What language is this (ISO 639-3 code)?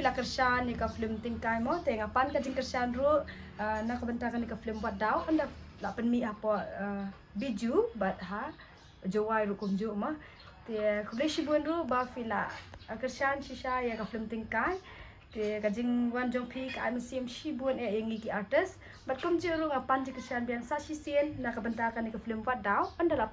kha